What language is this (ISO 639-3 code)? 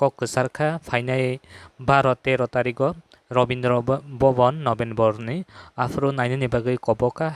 trp